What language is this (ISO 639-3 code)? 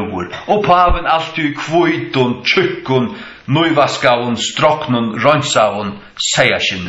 fao